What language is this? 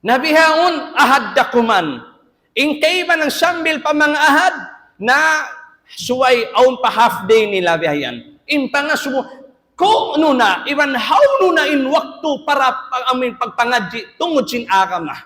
Tausug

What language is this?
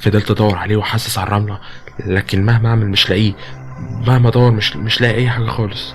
Egyptian Arabic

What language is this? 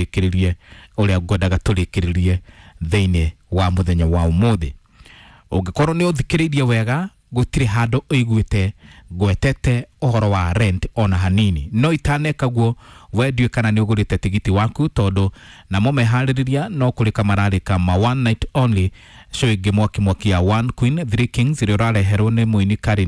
Kikuyu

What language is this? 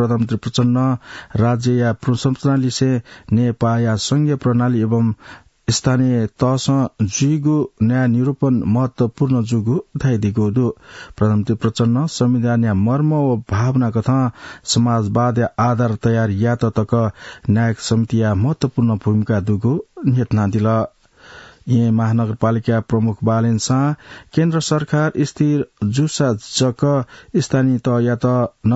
Newari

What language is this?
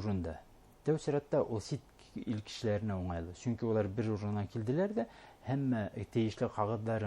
Bashkir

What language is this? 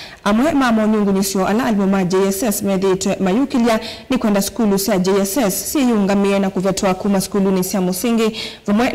Kamba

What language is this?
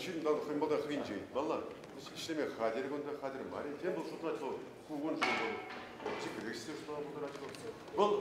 Chuvash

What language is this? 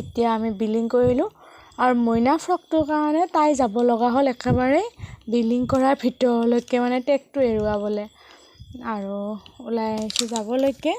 Assamese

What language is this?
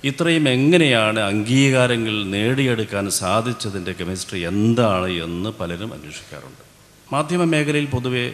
Malayalam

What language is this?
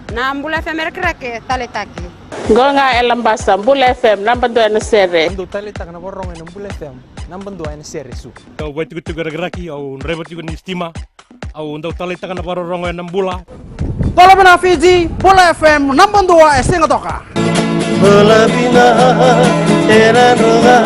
Fijian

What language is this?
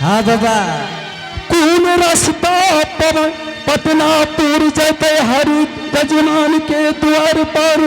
Angika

